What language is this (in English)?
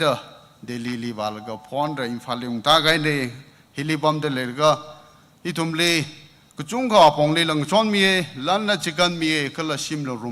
Tangkhul Naga (India)